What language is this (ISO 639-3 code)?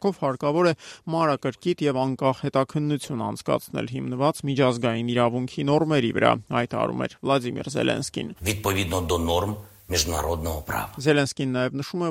hye